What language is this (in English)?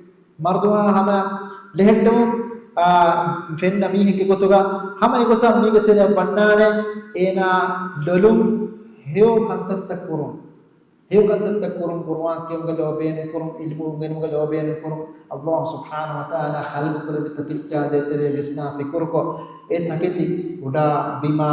Divehi